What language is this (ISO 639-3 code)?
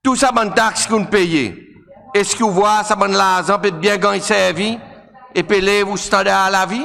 crs